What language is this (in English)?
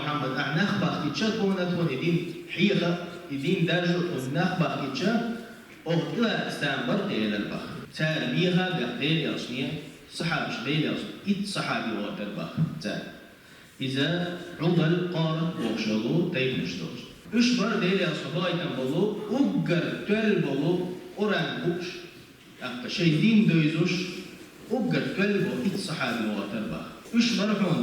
Chechen